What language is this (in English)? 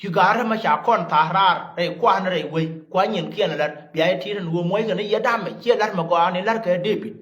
Nuer